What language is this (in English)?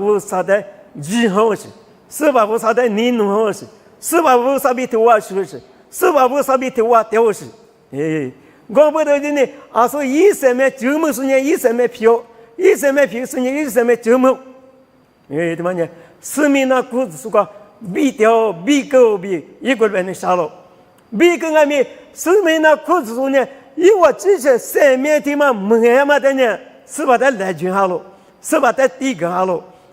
Lisu